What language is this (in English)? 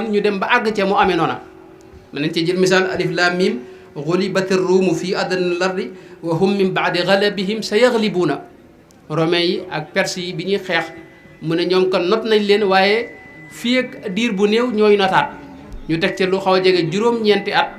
Wolof